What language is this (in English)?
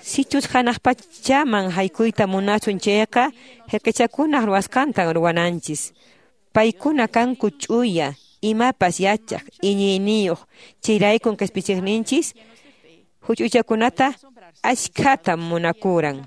Quechua